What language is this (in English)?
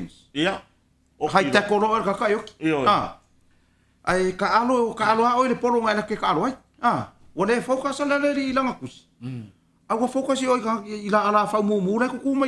Samoan